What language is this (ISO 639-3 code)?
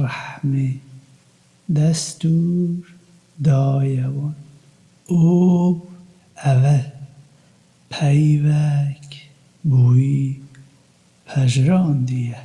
kur